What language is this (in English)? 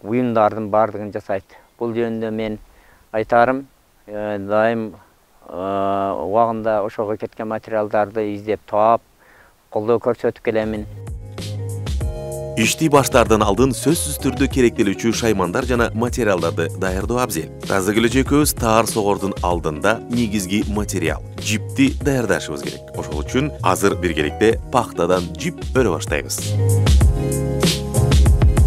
Kyrgyz